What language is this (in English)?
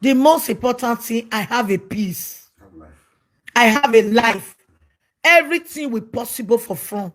Nigerian Pidgin